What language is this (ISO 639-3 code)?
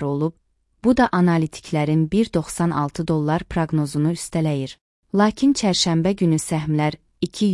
aze